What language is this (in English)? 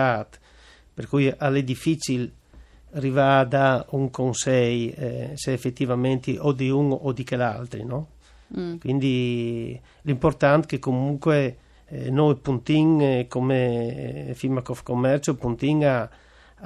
Friulian